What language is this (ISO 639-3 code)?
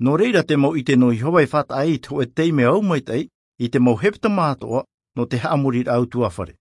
tah